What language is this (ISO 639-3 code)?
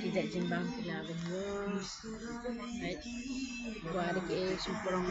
kha